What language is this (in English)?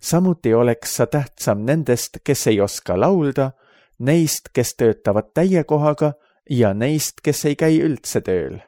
Estonian